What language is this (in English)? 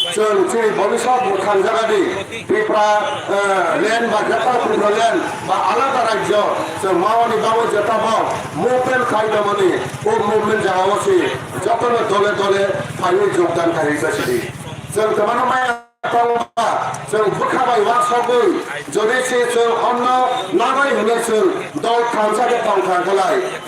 Kok Borok